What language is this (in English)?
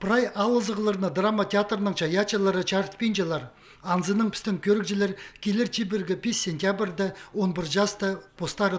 Khakas